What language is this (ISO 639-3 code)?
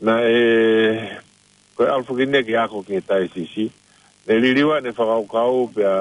ton